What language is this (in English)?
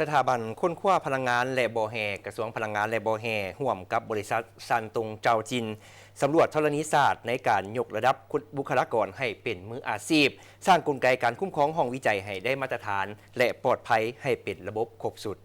Lao